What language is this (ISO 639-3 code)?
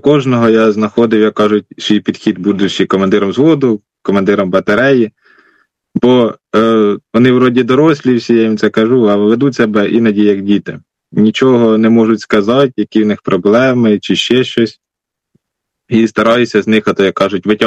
ukr